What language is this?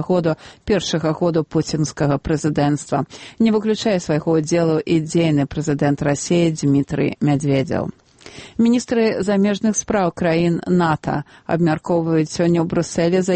Belarusian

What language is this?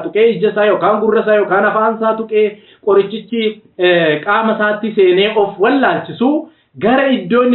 Oromo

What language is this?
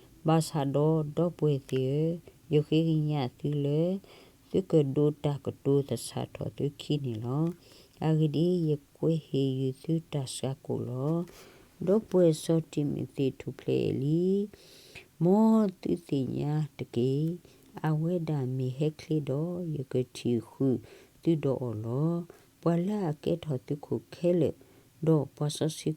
S'gaw Karen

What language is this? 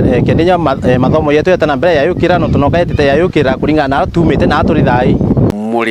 Meru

